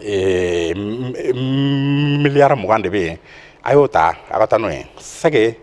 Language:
Bambara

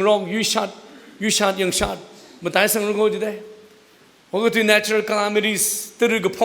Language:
Tangkhul Naga (India)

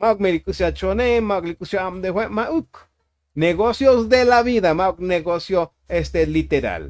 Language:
Tzotzil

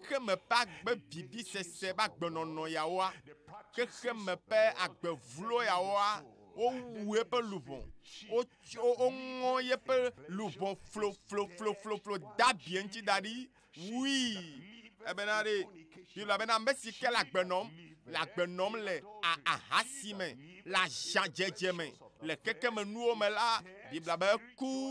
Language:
Ewe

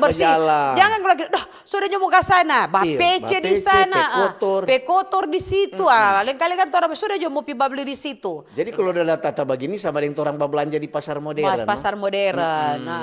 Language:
Manado Malay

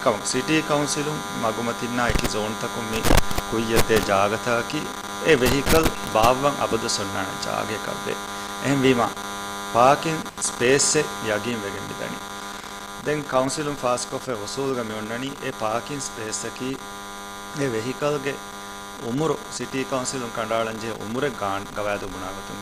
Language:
Divehi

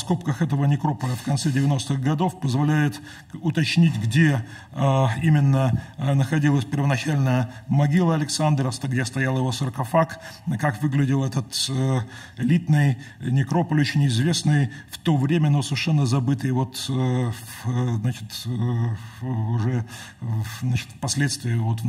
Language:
Russian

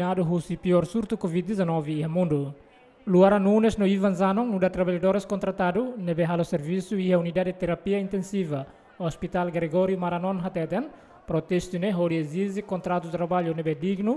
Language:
Tetum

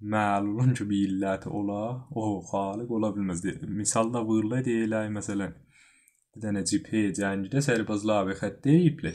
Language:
South Azerbaijani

